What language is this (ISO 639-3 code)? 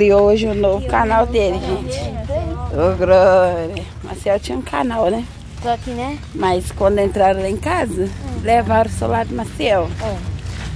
por